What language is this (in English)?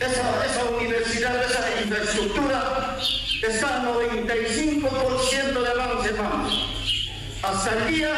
South Bolivian Quechua